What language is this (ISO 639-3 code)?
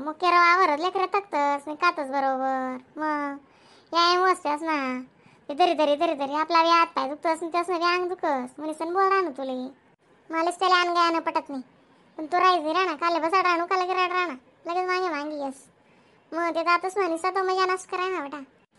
khn